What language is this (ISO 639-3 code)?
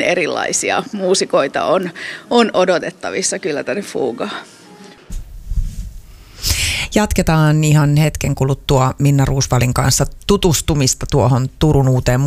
fin